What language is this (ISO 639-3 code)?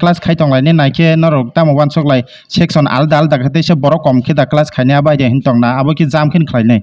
trp